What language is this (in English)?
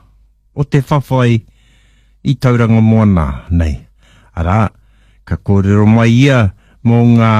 Māori